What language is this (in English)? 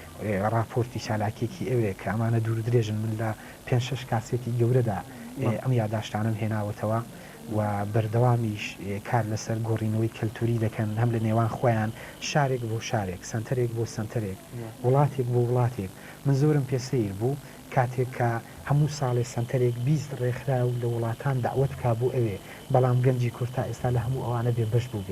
Central Kurdish